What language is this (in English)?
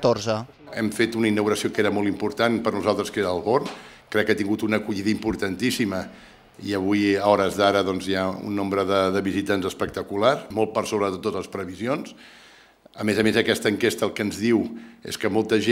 Catalan